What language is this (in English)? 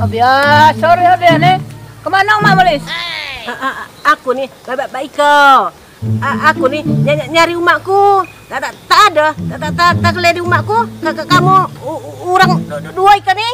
Musi